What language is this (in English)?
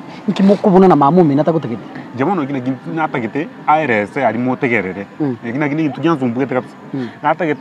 Gusii